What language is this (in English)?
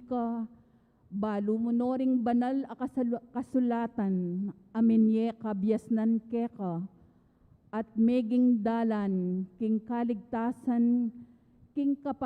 Pampanga